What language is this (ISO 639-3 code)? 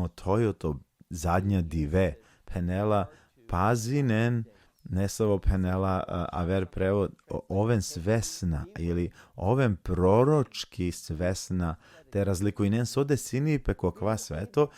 rmn